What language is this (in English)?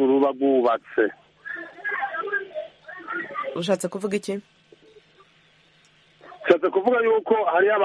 Kinyarwanda